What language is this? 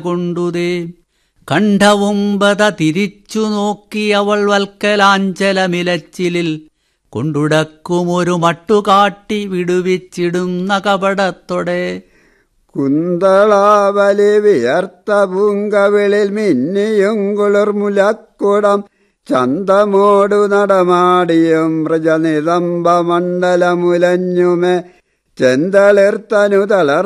Malayalam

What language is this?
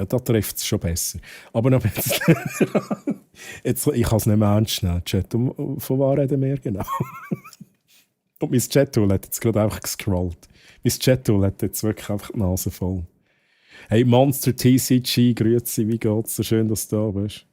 Swiss German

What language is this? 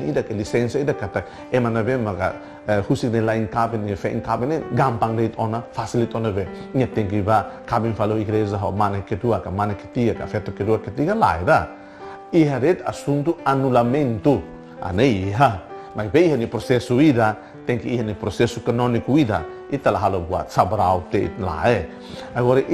Tetum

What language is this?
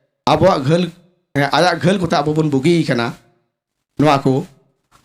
Santali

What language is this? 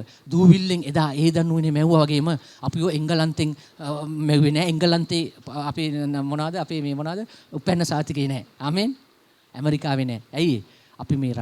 Sinhala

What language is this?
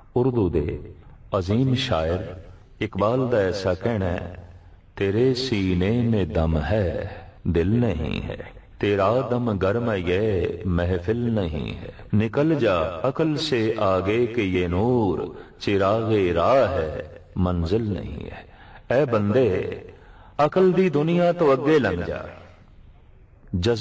Punjabi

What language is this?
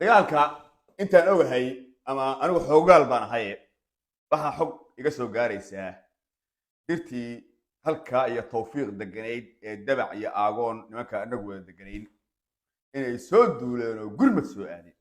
Somali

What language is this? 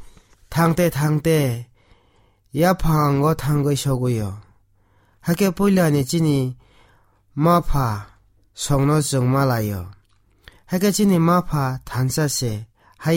Kok Borok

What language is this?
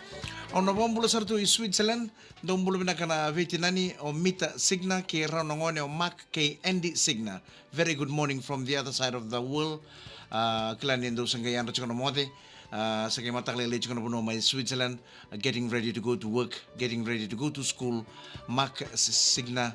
Fijian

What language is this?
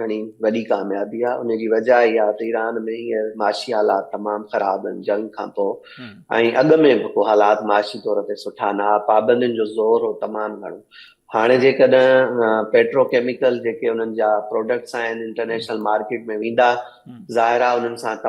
Sindhi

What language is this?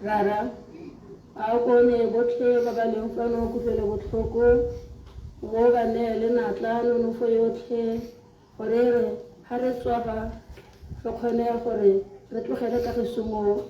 Tswana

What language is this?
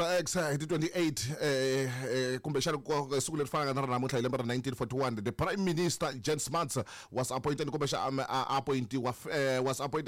Tsonga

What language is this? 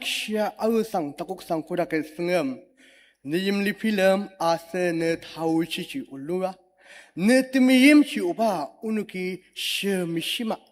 Ao Naga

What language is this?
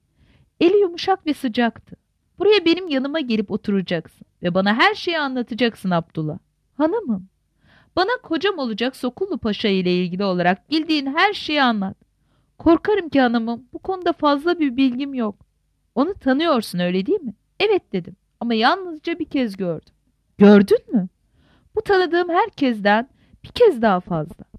Turkish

